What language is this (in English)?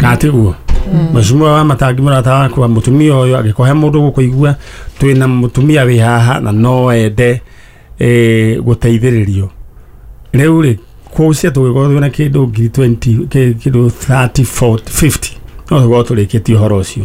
Kikuyu